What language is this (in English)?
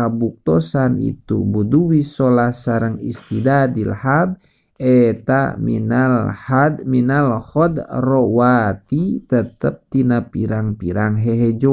Sundanese